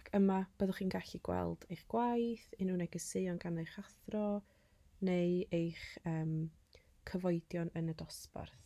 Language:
Welsh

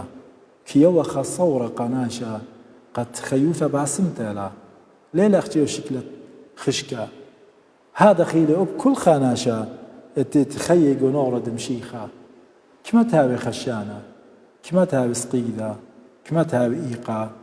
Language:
Assyrian Neo-Aramaic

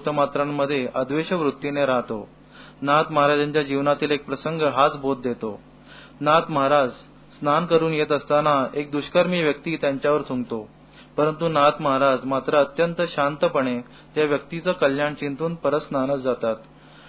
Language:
Marathi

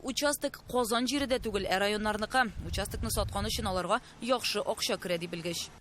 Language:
Tatar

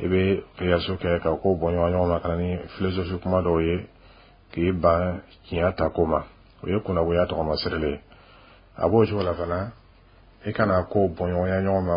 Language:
Dyula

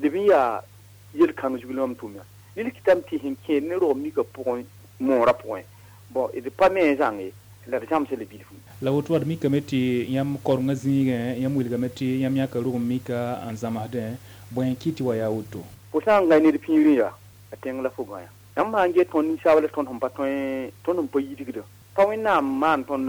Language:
Mossi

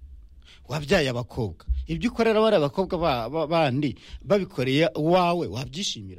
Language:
Kinyarwanda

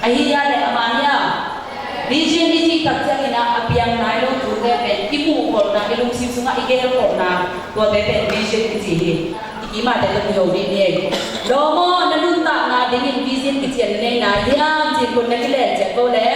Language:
Tedim Chin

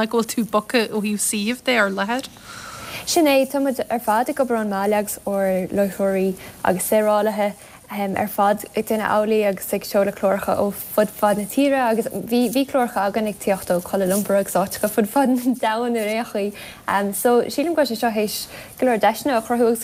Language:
Irish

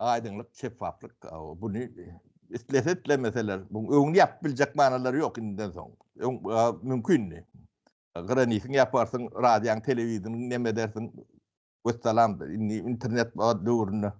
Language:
Turkmen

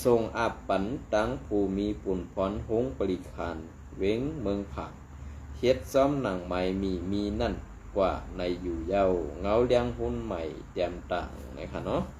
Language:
Shan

